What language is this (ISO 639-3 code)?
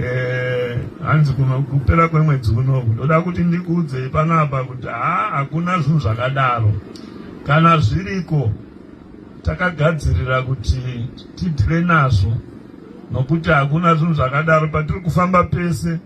sna